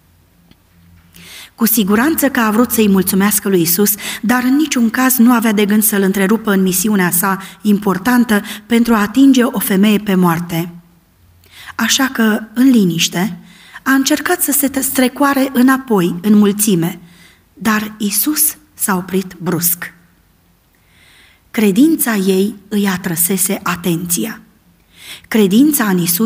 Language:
Romanian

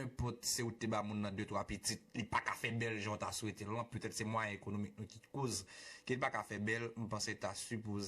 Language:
Haitian Creole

